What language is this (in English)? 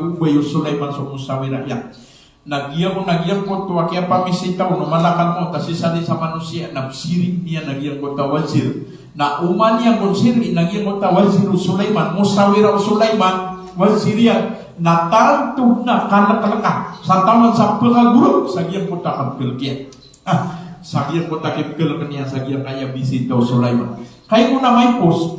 Maranao